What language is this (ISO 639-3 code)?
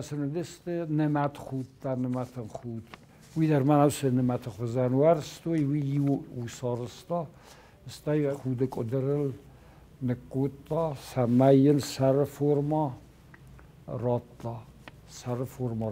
oss